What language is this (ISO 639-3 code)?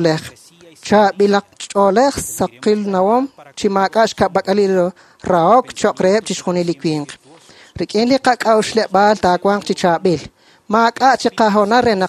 kek